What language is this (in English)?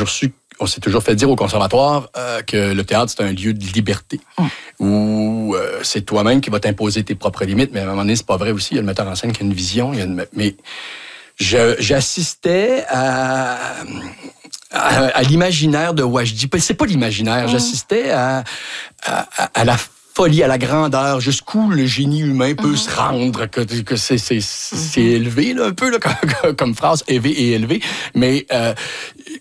French